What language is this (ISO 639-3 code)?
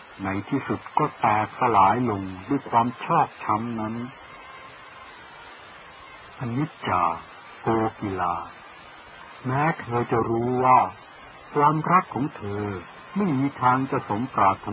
tha